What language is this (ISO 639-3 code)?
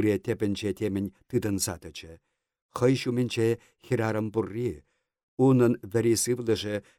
chv